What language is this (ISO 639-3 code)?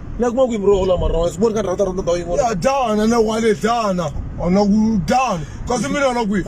tso